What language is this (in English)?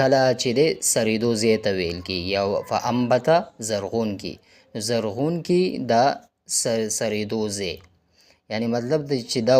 Pashto